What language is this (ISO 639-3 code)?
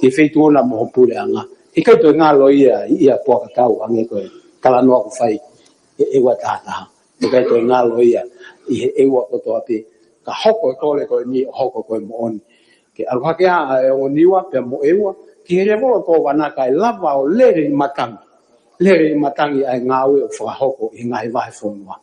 ton